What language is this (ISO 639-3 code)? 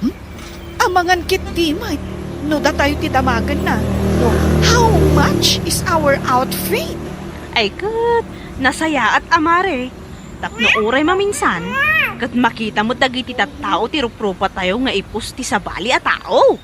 ilo